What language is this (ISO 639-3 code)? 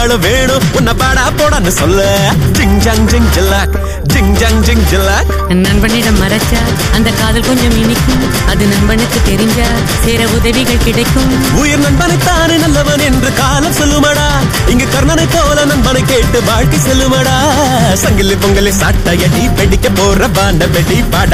tam